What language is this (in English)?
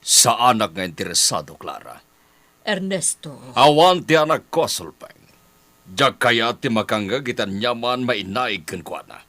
Iloko